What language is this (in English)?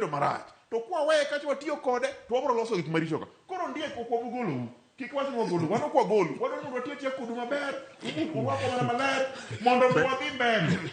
Luo (Kenya and Tanzania)